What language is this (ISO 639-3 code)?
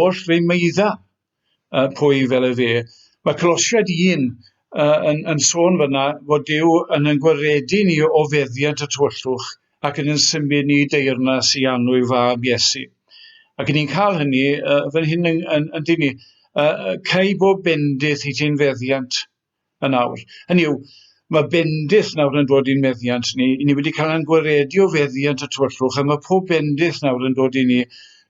cym